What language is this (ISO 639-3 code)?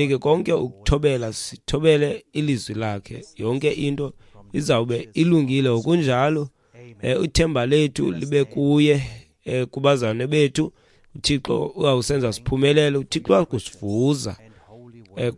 xho